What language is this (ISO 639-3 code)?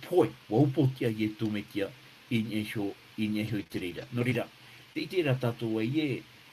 tah